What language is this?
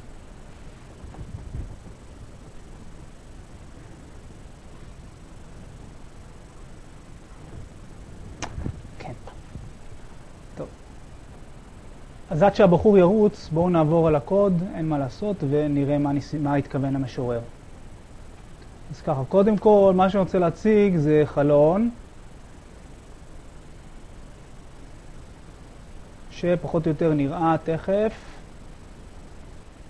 Hebrew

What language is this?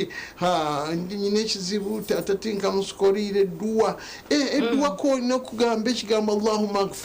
Nyankole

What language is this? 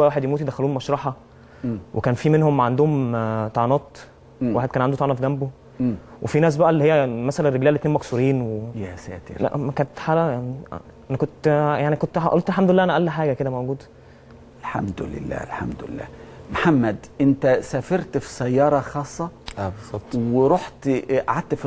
Egyptian Arabic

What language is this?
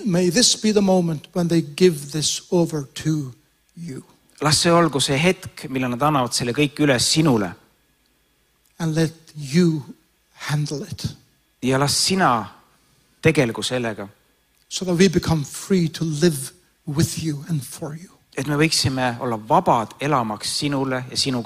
Estonian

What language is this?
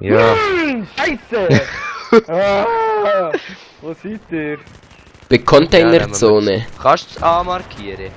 Swiss German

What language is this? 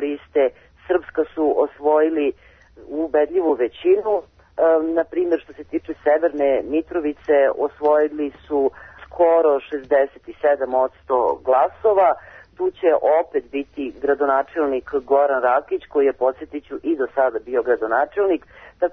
Serbian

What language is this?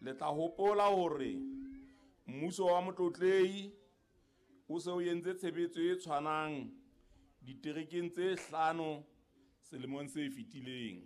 Southern Sotho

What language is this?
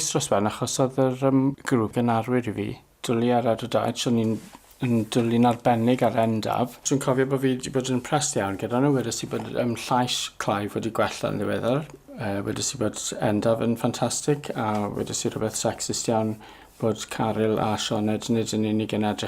Welsh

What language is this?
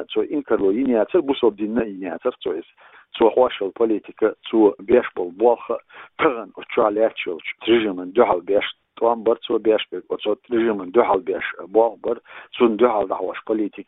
Chechen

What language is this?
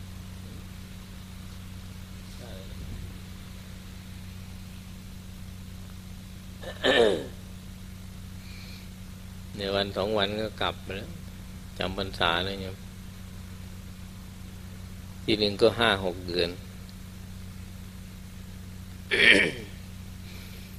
Thai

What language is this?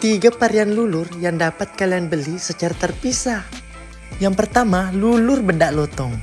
Buginese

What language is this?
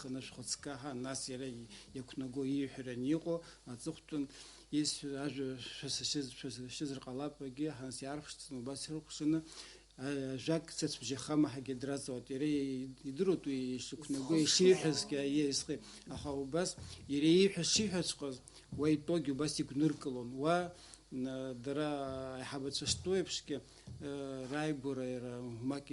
Abkhazian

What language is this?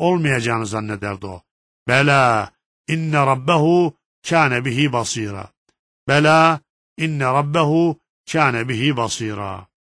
Turkish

